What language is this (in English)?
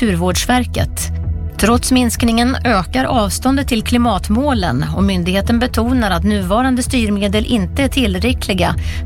Swedish